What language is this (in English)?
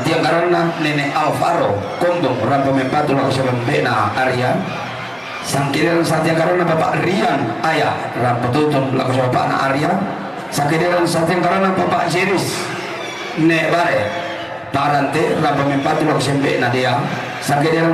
Toraja-Sa'dan